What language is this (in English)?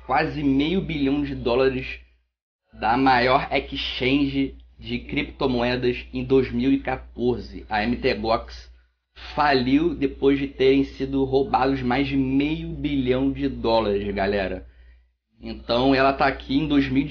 Portuguese